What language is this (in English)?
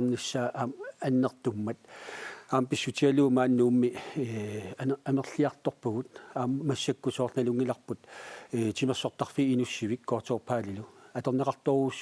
Kalaallisut